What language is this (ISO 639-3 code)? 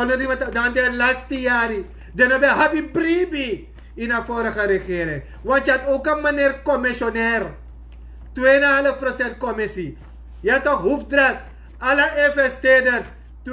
srn